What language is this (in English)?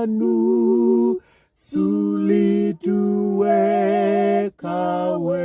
Nyanja